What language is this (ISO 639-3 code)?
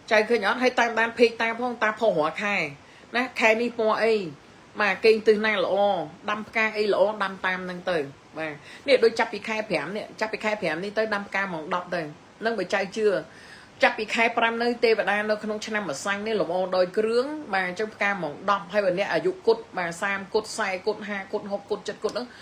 khm